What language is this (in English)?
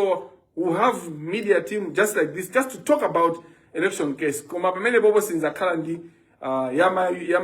Nyanja